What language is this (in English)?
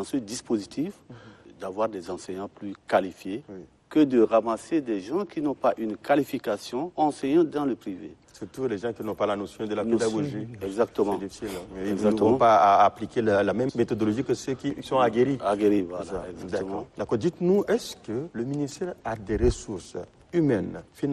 French